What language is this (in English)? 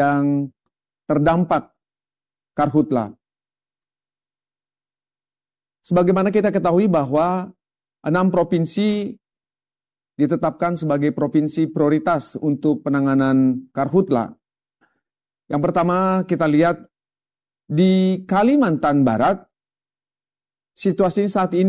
Indonesian